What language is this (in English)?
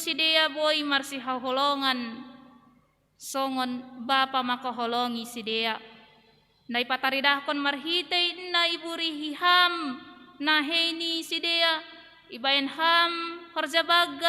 Batak Simalungun